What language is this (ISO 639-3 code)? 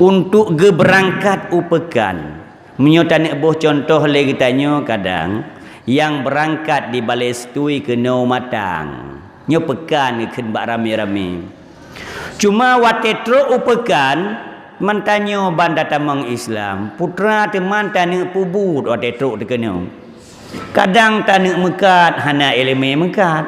ace